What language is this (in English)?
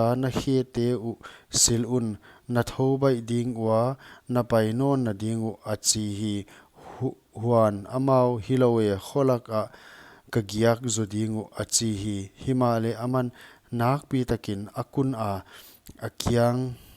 Paite Chin